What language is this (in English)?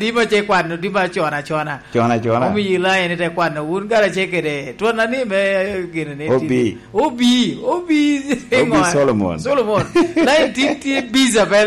Lango (Uganda)